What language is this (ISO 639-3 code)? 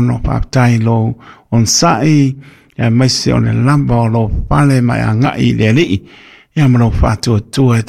smo